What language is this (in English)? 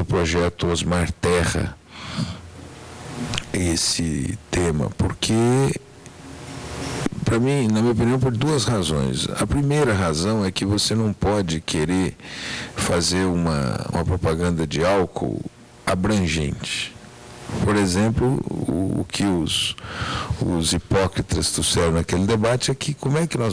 Portuguese